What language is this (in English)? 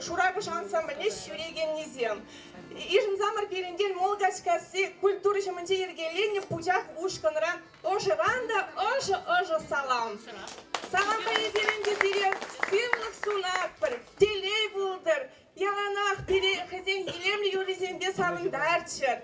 Chuvash